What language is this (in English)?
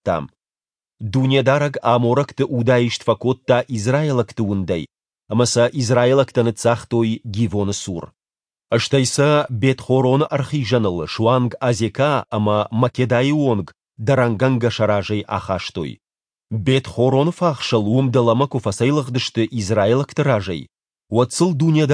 Ossetic